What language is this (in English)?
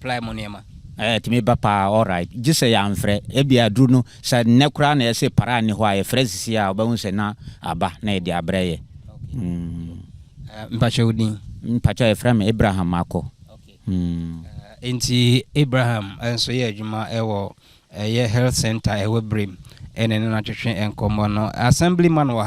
Akan